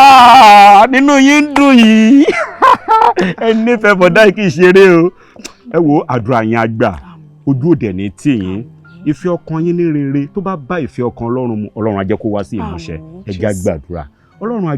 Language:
Yoruba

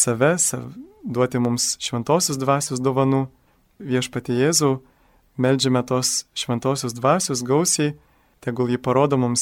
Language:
Lithuanian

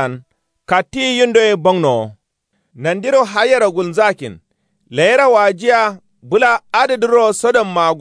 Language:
Kanuri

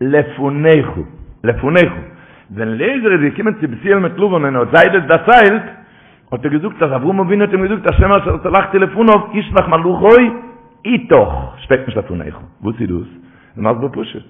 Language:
Yiddish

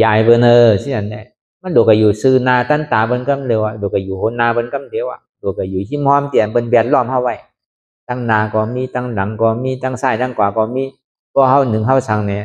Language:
Shan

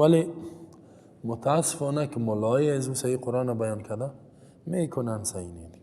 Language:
Persian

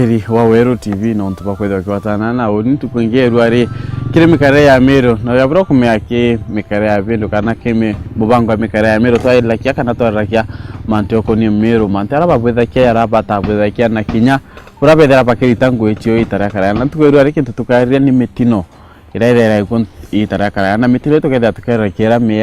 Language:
Meru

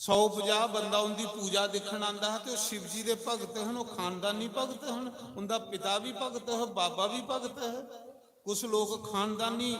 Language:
Dogri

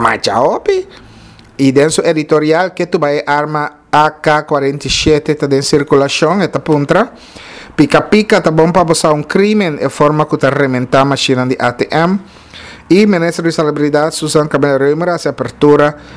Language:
Papiamento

